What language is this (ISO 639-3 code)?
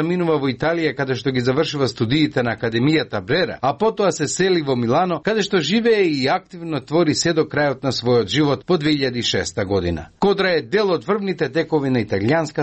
mkd